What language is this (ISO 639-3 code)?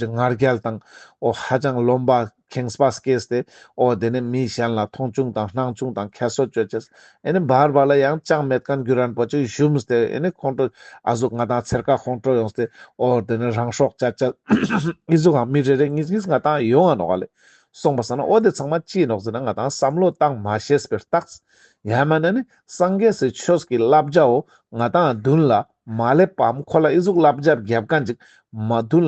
lbj